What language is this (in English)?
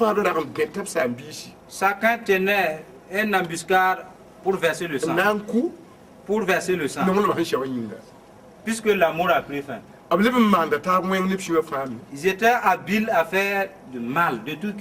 Mossi